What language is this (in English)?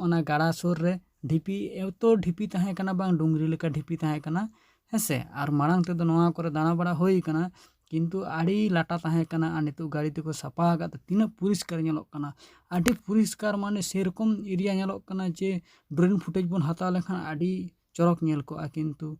Santali